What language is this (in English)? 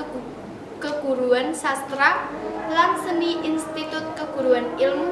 Javanese